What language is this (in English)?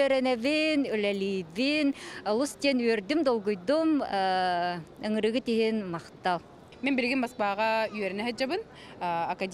Yakut